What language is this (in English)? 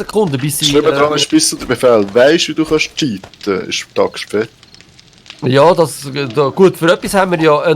Swiss German